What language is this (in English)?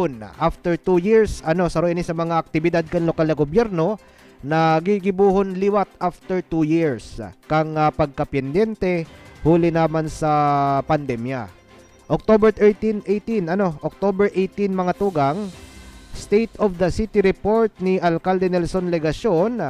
Bikol